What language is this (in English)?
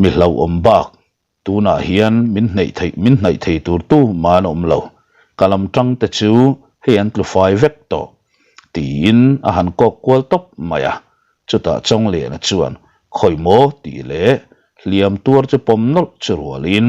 Mizo